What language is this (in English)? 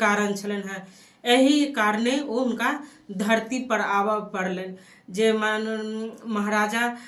Maithili